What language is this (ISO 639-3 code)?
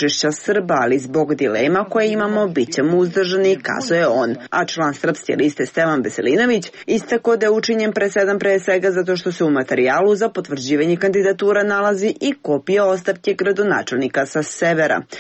srp